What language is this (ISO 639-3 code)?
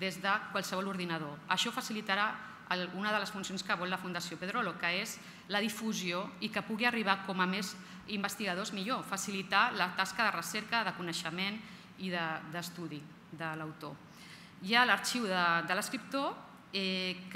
cat